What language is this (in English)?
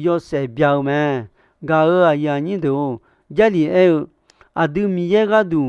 Akha